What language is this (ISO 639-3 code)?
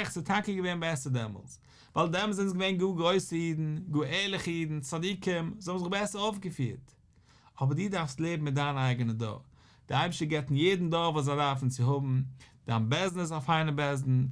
yid